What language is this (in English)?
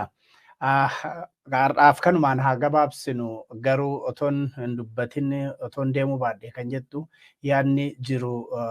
Oromo